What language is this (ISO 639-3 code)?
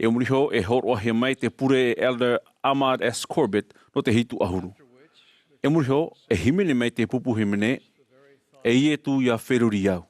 tah